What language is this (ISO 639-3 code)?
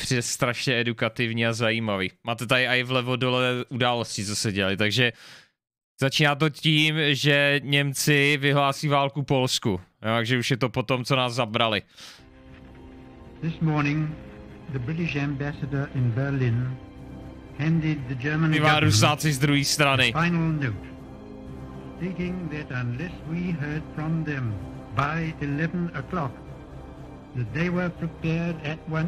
ces